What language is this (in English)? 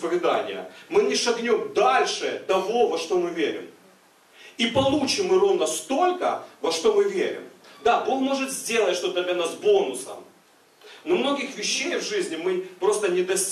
Russian